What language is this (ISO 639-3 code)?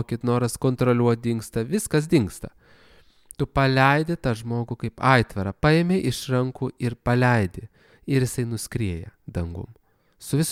lit